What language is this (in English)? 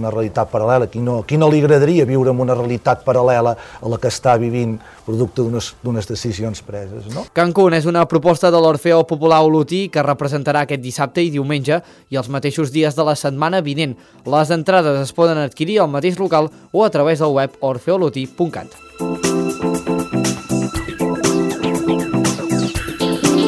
Catalan